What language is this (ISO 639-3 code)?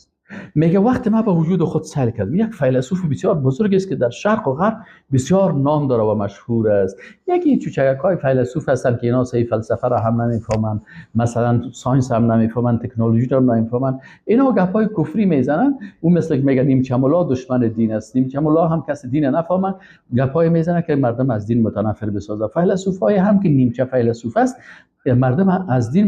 fas